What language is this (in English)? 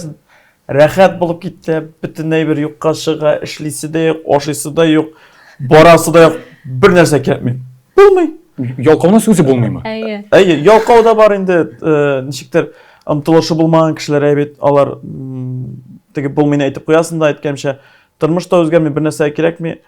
Tatar